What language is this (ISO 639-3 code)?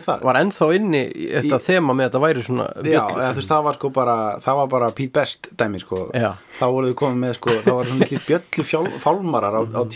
isl